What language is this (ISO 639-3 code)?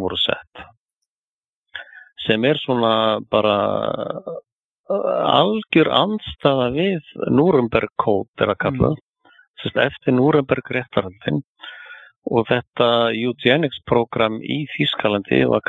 isl